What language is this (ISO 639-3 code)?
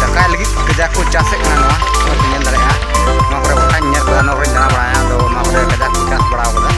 sat